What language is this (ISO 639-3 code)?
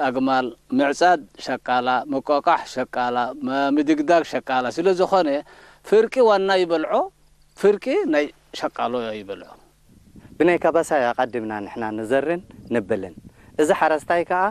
tir